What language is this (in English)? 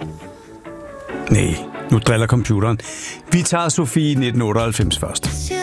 Danish